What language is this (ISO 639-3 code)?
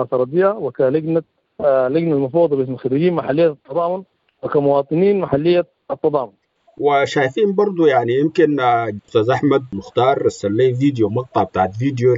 apd